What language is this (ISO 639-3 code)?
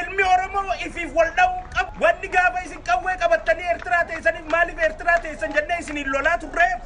orm